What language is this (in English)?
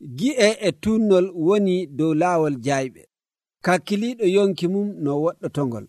Nigerian Fulfulde